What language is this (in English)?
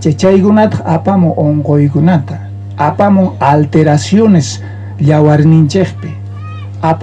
South Bolivian Quechua